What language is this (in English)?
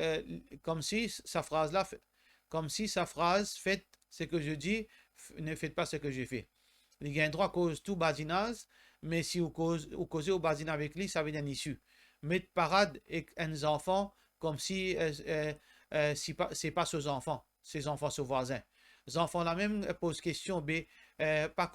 Morisyen